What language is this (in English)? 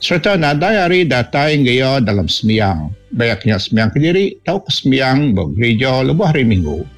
Iban